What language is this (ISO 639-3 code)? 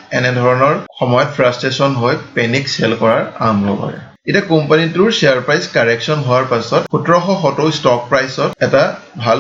asm